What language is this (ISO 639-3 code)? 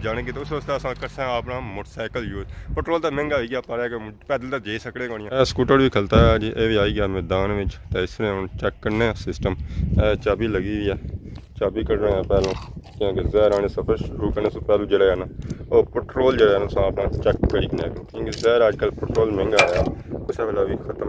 phr